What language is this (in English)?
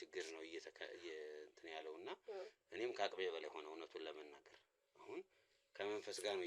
Amharic